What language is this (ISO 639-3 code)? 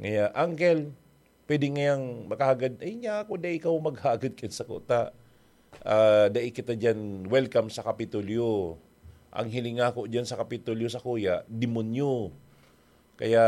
bik